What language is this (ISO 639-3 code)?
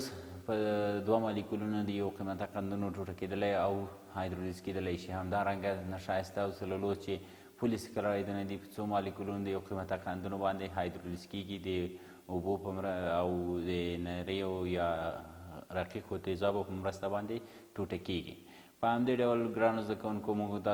pus